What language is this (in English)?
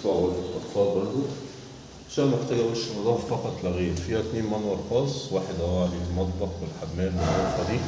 Egyptian Arabic